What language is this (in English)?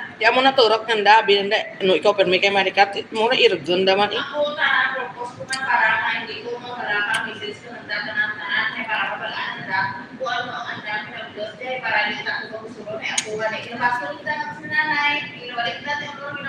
Hiligaynon